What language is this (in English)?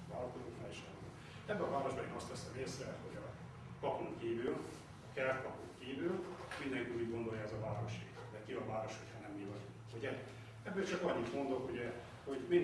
Hungarian